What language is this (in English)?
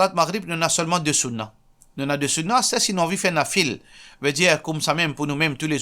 Morisyen